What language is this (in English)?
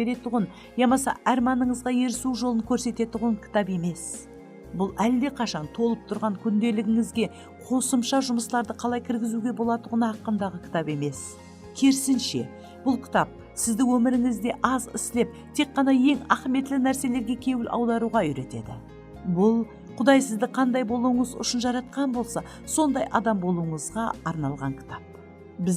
Kara-Kalpak